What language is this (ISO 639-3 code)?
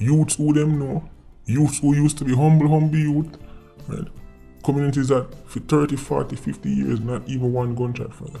jam